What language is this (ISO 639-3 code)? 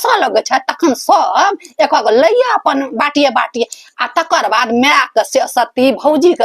mai